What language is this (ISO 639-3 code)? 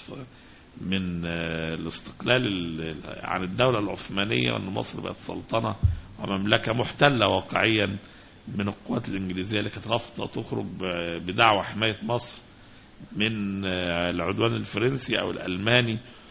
arz